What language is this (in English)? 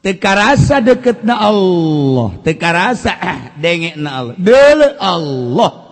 Sundanese